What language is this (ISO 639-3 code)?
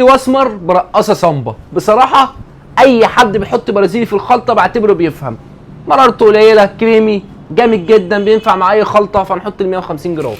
arz